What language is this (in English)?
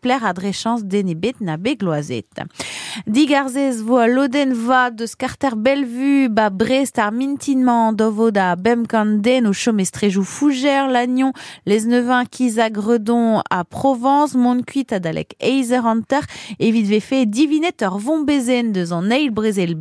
Breton